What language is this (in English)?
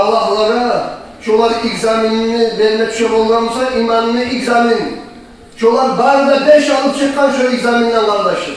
Kumyk